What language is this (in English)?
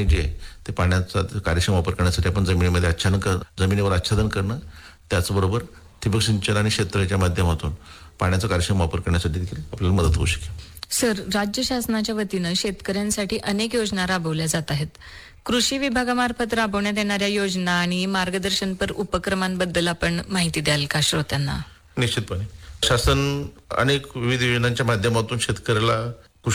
Marathi